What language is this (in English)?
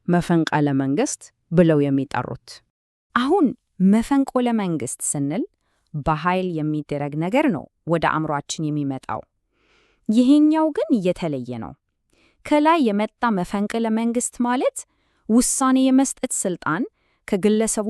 Amharic